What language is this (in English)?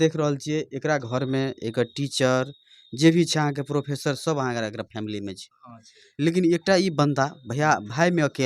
Maithili